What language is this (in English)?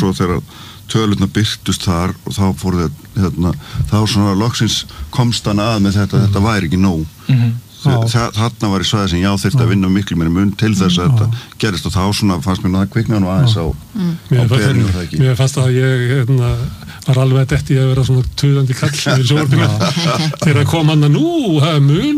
Icelandic